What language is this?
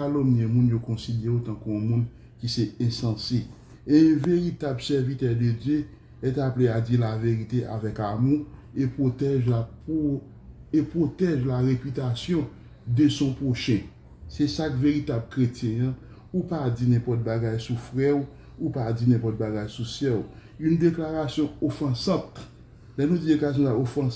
Haitian Creole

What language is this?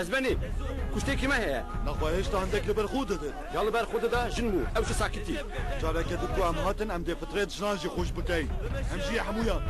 Kurdish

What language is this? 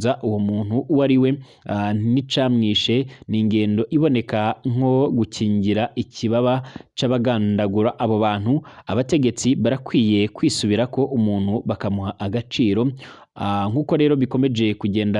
Rundi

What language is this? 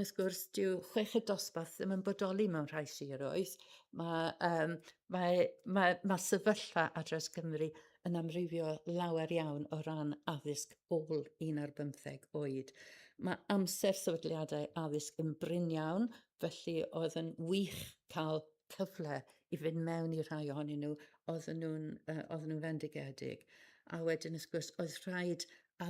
Welsh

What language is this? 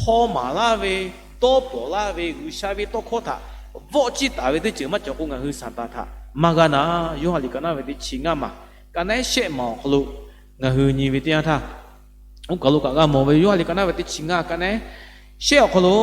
Lahu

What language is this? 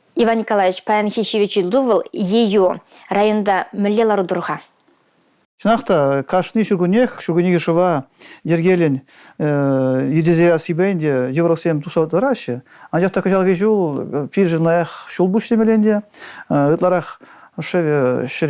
Chuvash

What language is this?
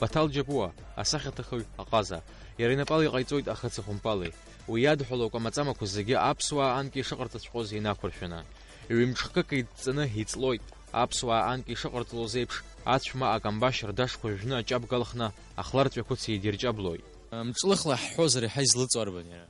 Abkhazian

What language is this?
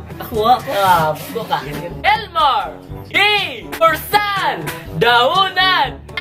Cebuano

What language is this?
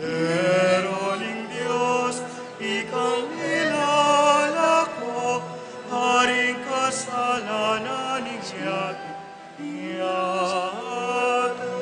Pampanga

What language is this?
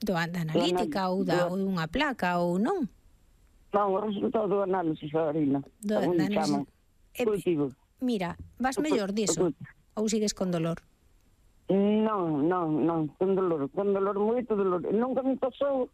Galician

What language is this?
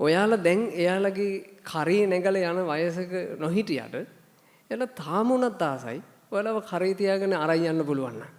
Sinhala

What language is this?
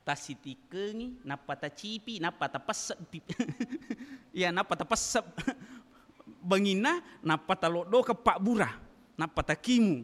Buginese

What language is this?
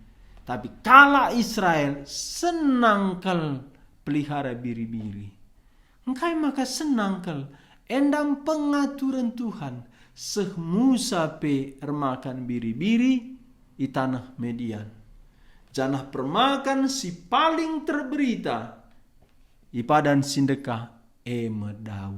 Batak Karo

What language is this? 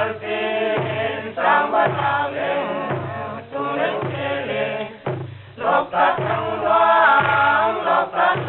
Paite Chin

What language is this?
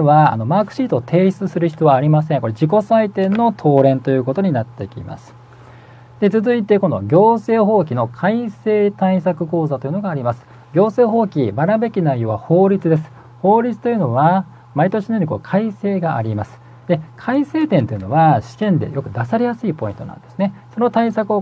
Japanese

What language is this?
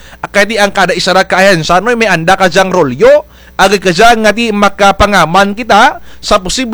Kinaray-a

